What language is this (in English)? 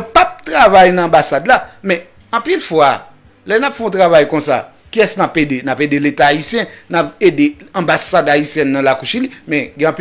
Haitian Creole